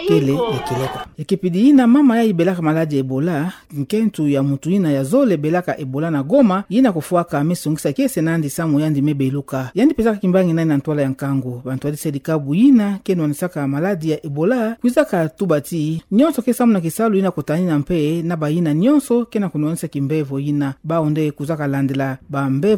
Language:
Kituba (Democratic Republic of Congo)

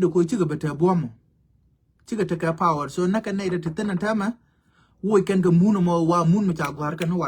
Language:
Nuer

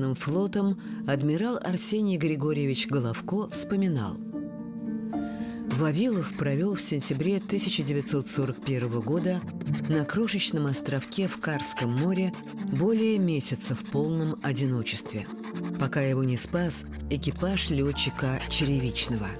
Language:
Russian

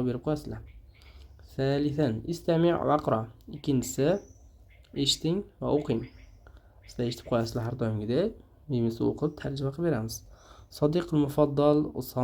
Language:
Uzbek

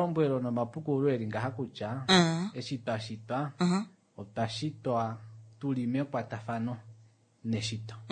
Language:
Kuanyama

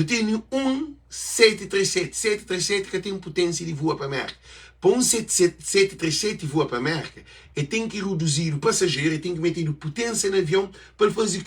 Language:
Kabuverdianu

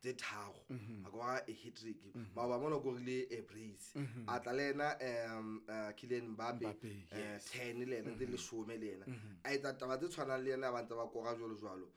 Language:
Southern Sotho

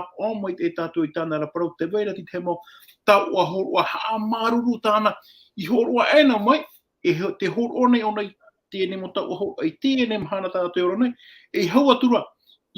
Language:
Tahitian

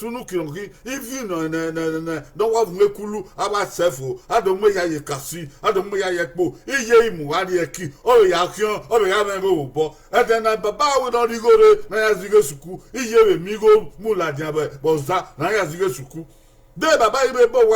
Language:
Bini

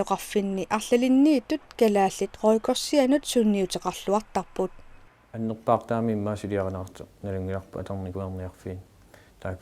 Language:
Kalaallisut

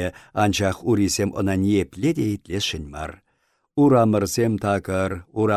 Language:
Chuvash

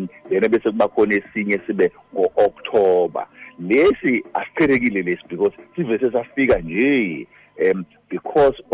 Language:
Xhosa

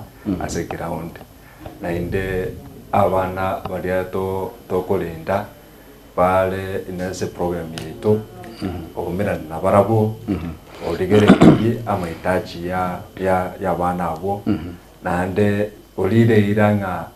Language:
Gusii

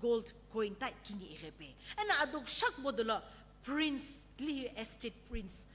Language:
Sumi Naga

